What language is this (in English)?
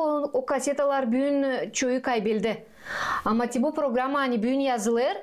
Gagauz